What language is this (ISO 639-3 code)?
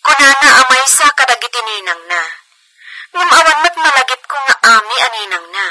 ilo